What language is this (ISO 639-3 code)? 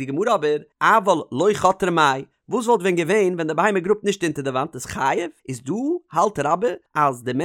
yid